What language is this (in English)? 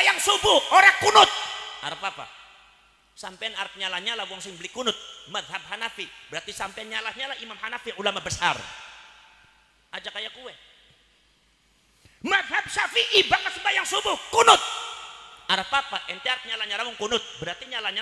Javanese